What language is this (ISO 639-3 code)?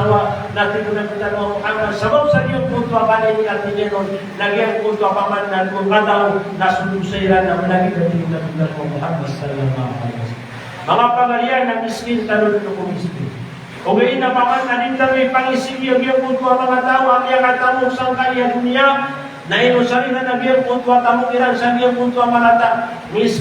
mrw